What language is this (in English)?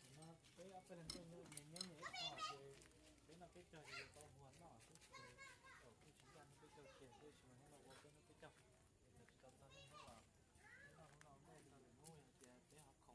Hmong